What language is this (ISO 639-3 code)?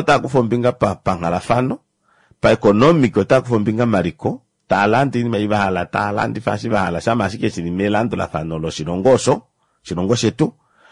kua